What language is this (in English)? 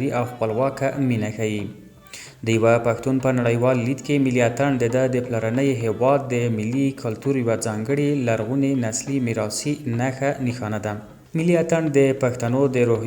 Pashto